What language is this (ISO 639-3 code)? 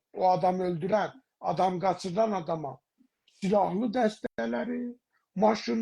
azb